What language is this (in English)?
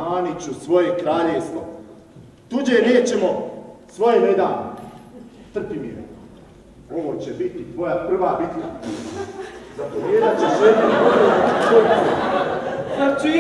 Croatian